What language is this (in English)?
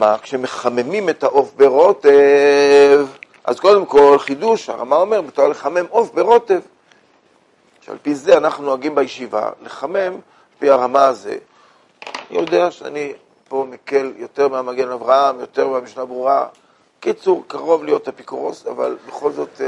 Hebrew